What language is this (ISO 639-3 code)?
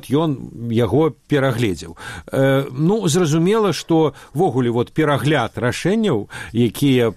bel